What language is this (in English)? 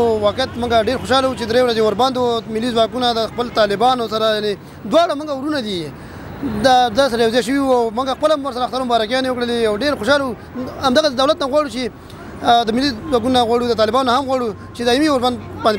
Pashto